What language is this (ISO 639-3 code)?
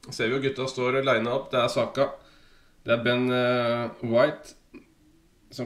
nor